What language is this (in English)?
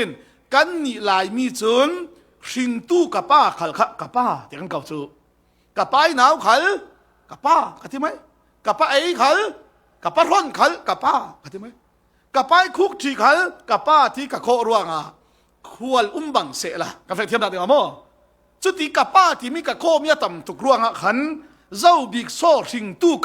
Falam Chin